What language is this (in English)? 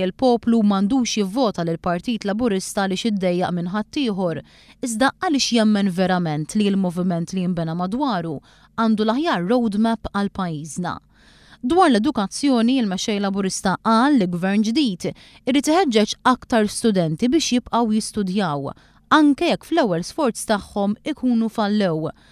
Maltese